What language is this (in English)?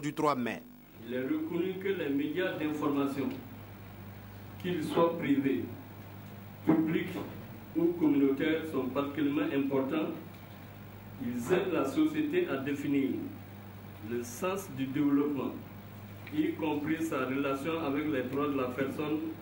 French